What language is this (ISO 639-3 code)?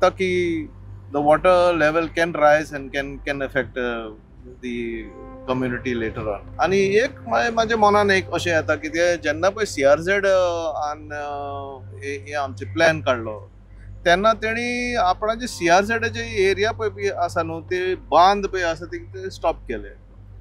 kok